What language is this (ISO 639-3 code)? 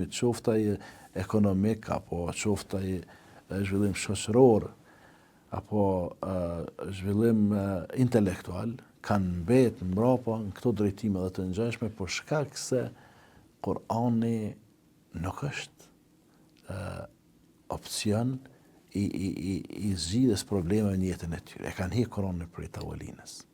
sqi